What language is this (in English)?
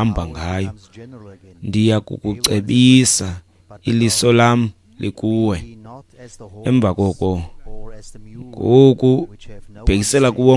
Xhosa